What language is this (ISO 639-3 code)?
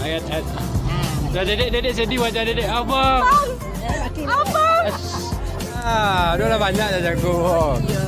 min